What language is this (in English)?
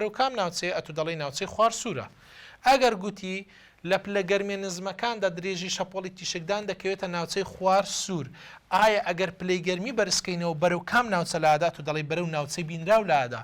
Central Kurdish